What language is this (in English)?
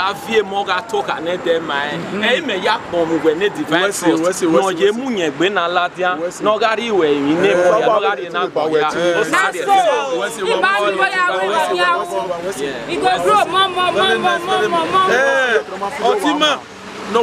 Bini